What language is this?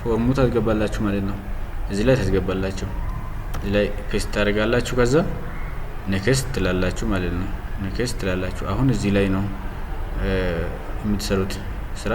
Amharic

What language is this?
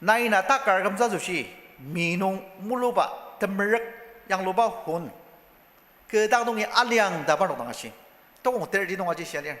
Ao Naga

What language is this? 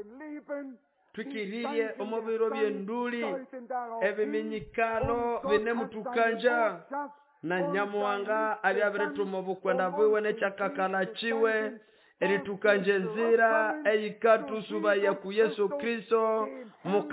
Nande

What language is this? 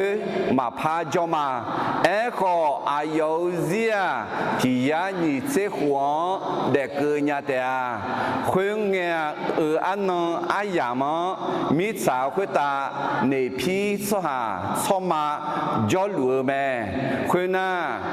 Akha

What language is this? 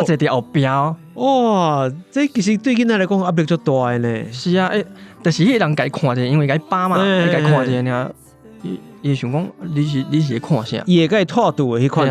Min Nan Chinese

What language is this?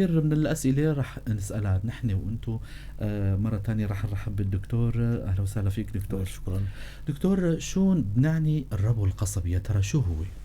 North Levantine Arabic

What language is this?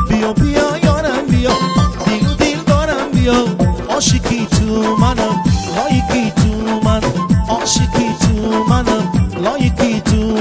Tajik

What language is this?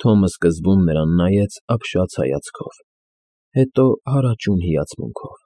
Armenian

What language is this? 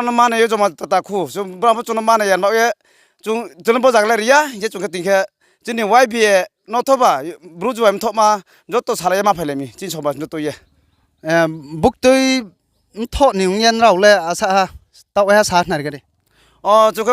Riang (India)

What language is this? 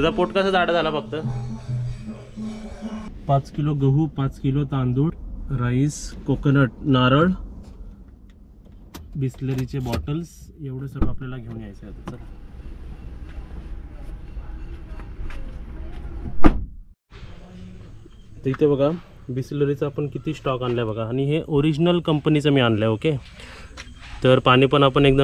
Marathi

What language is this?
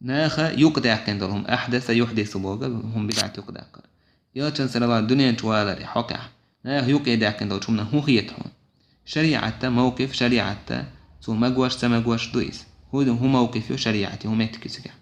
Chechen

